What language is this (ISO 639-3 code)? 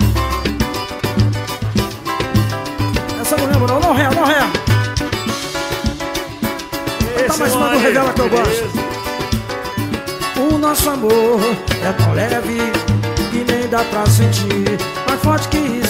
por